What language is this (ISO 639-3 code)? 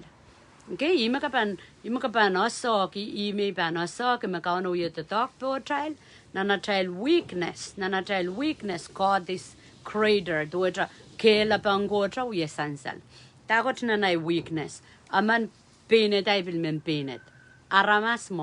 pon